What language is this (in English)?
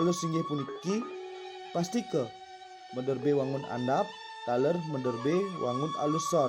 Balinese